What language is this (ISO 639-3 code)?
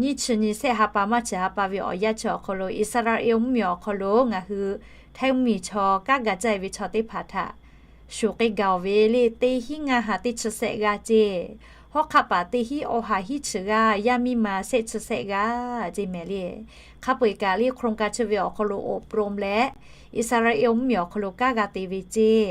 lhu